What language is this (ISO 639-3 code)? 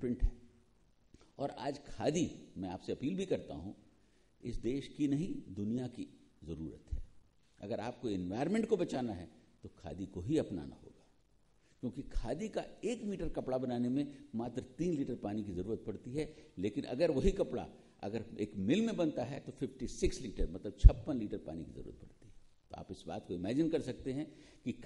hin